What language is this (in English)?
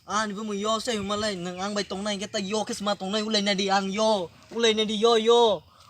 Kok Borok